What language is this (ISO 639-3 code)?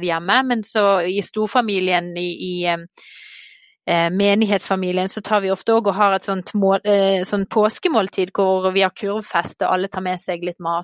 nor